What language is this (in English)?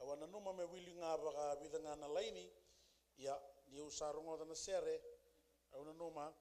Fijian